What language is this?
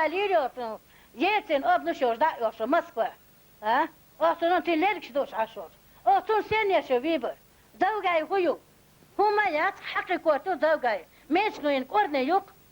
Chechen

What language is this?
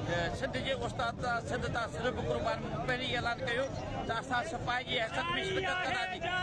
Sindhi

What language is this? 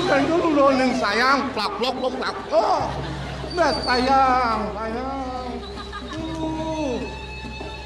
Balinese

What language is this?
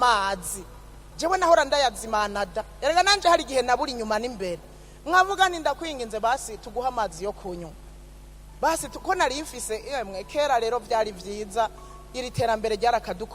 Rundi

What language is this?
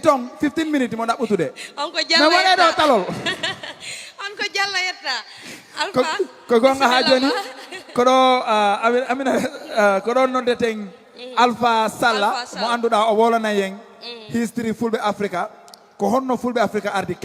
Fula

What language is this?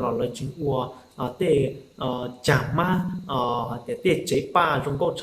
Hmong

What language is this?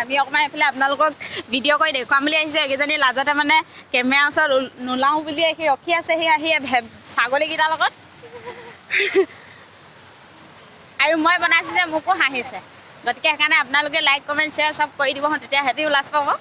Assamese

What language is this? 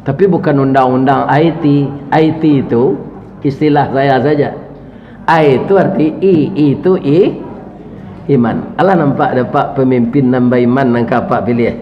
Minangkabau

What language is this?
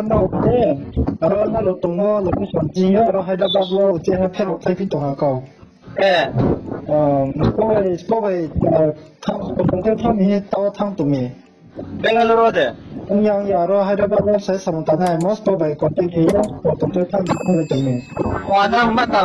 Riang (India)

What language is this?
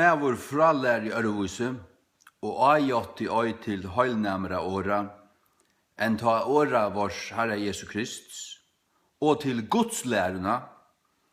Faroese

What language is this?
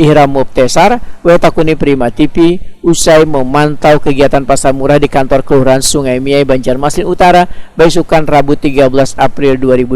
Banjar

